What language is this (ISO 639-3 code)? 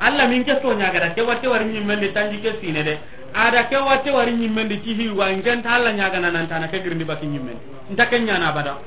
snk